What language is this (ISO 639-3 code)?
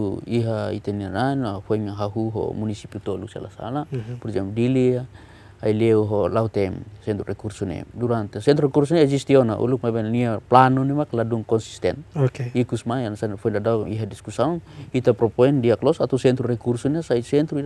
tet